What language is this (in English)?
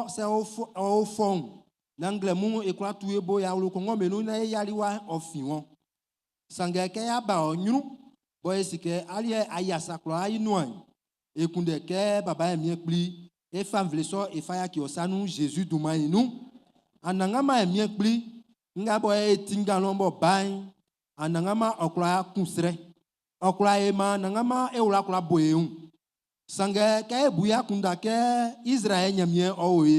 Baoulé